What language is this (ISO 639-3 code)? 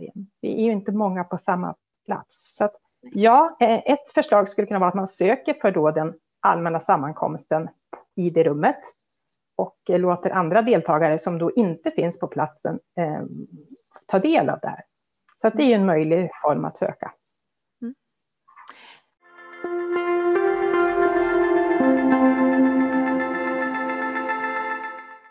swe